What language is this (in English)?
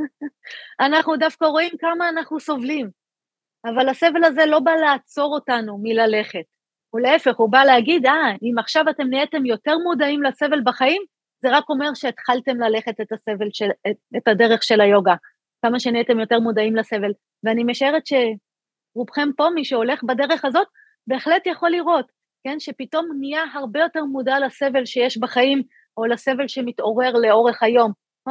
Hebrew